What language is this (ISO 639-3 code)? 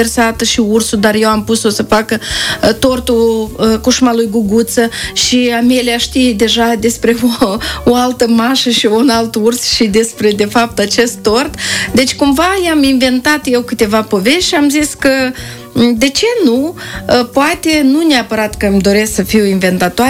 ron